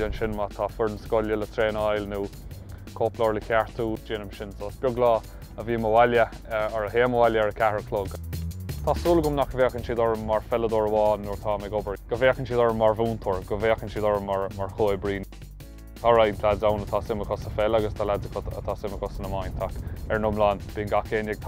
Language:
Irish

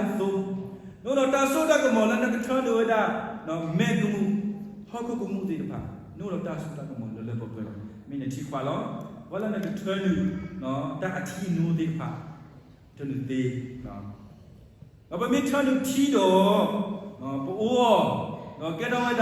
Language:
S'gaw Karen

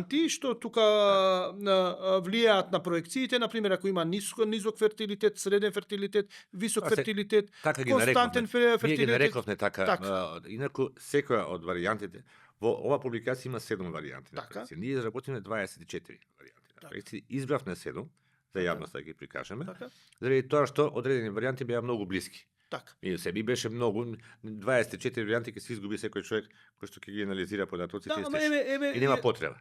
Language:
Macedonian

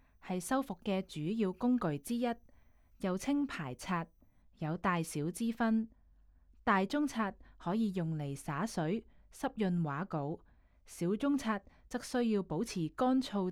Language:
Cantonese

